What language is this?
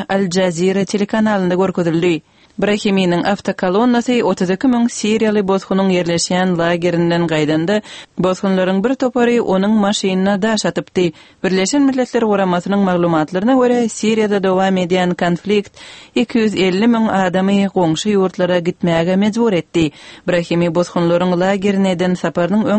Turkmen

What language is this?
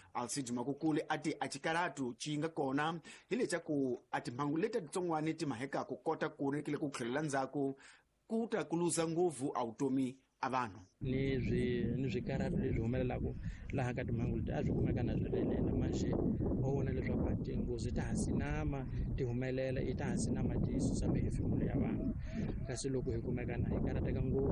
Tsonga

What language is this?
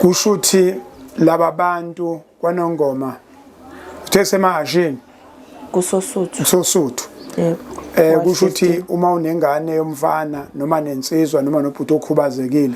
Zulu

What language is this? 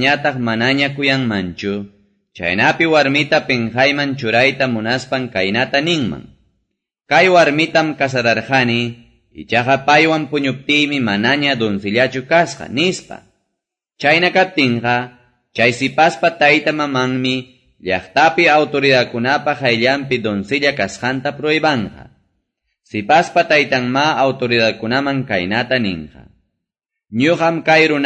Quechua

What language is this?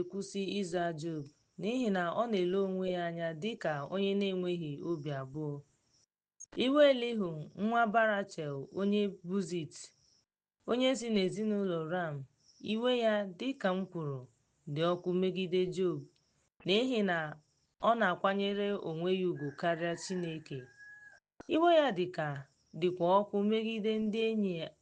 Igbo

